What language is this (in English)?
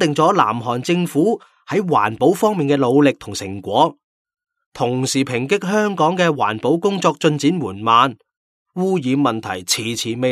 Cantonese